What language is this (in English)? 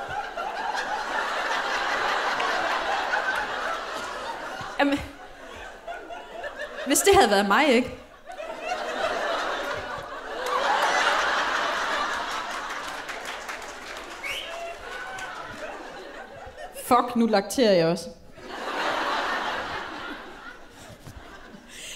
Danish